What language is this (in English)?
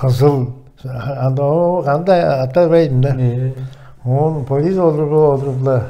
Tuvinian